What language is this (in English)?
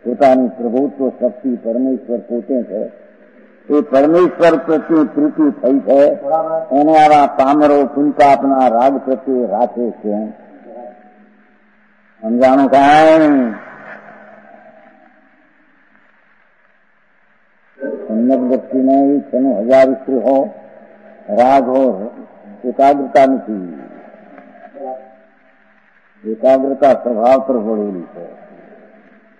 Gujarati